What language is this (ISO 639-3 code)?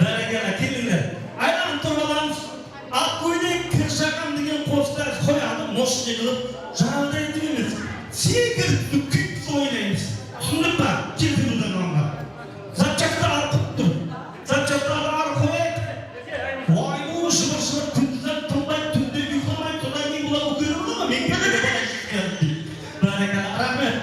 kaa